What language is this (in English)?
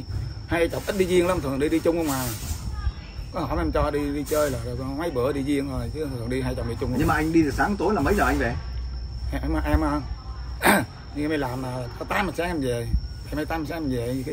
Vietnamese